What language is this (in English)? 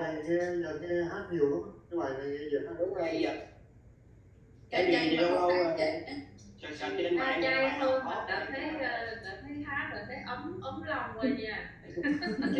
Vietnamese